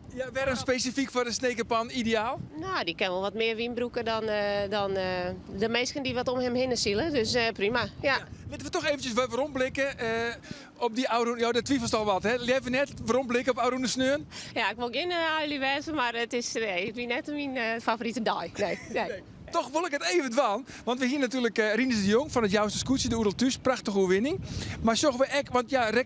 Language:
Western Frisian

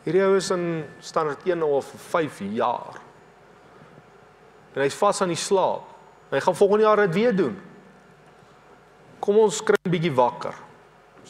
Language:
Afrikaans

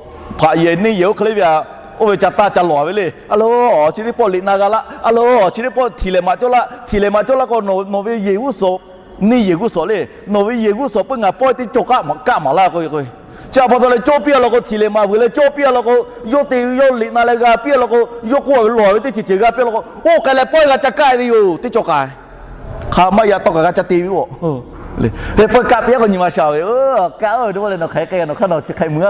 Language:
Lahu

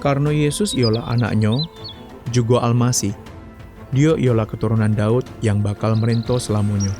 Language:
Musi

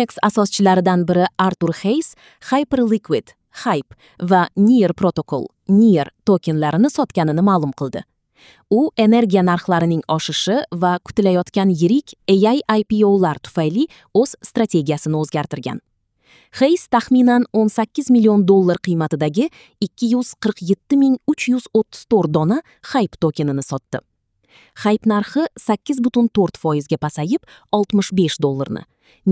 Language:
Uzbek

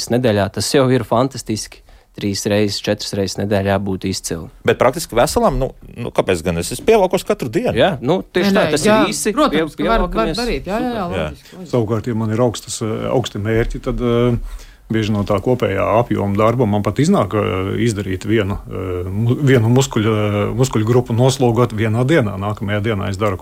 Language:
Latvian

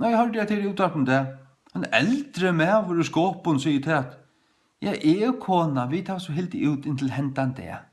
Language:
Faroese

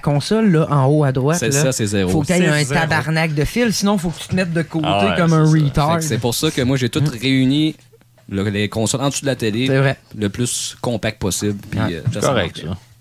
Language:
French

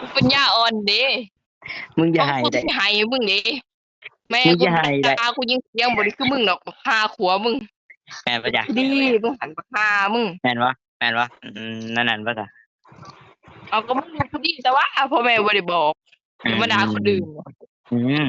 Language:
Northeastern Thai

